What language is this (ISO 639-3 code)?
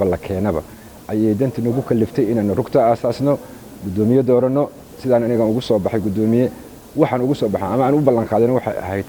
som